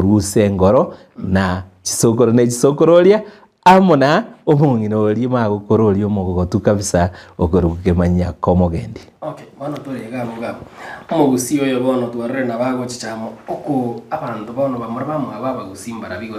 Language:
Gusii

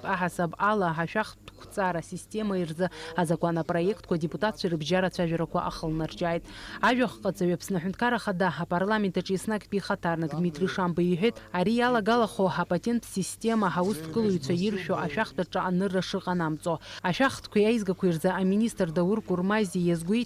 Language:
Abkhazian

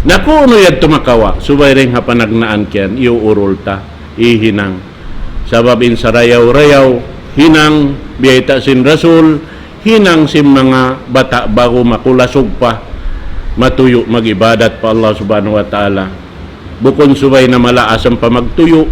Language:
Tausug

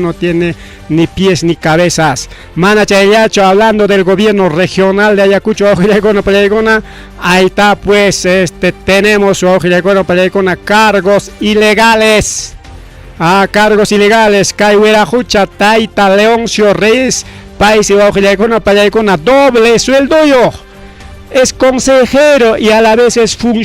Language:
Ayacucho Quechua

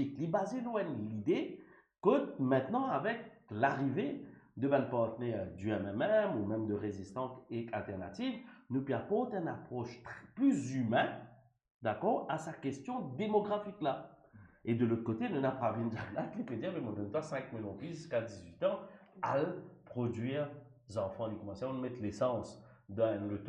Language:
Morisyen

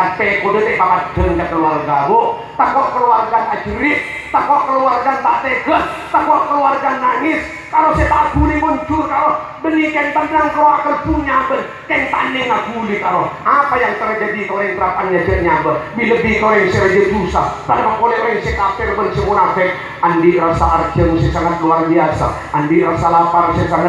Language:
Madurese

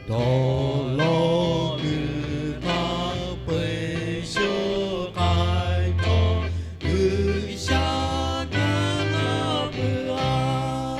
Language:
Lahu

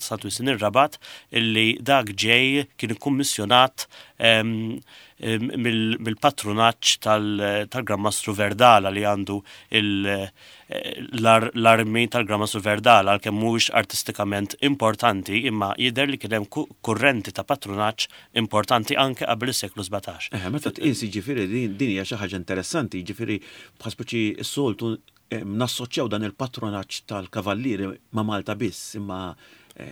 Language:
Maltese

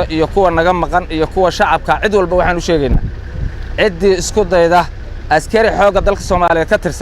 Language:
Somali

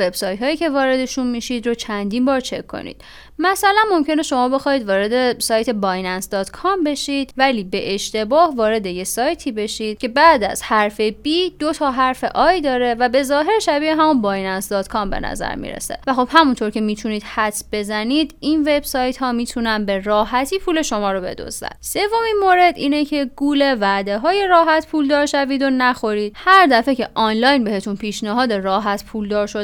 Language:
Persian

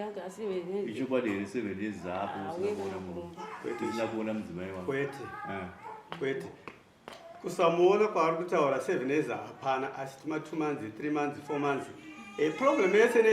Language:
Shona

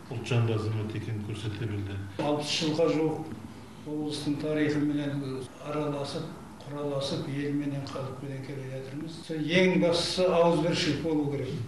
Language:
Kazakh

